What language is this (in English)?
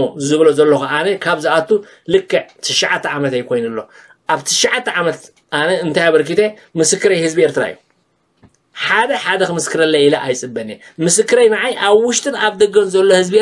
Tigrinya